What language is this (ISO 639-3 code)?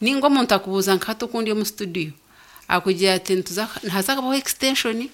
nyn